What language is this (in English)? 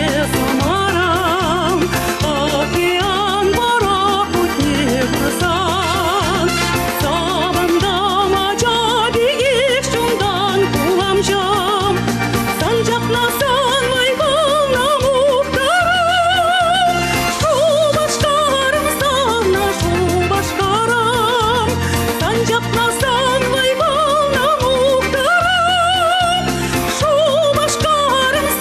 Chuvash